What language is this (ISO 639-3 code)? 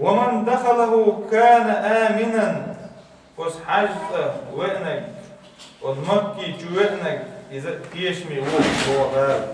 che